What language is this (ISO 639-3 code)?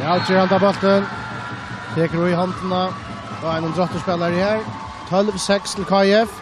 fao